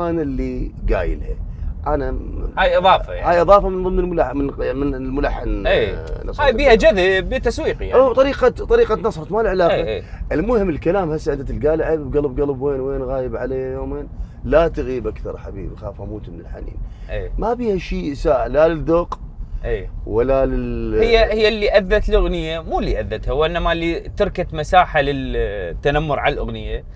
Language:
Mesopotamian Arabic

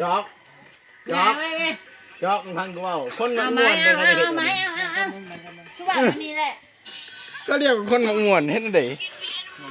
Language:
Lao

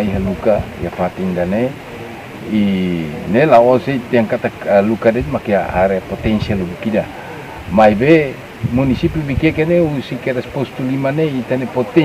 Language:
Tetum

